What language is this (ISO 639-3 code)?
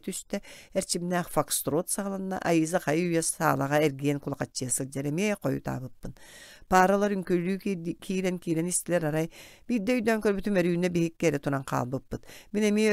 sah